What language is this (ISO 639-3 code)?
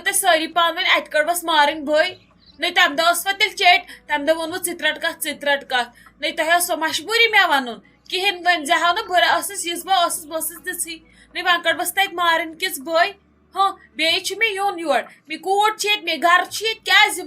kas